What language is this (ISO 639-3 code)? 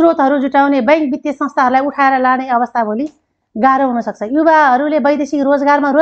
nep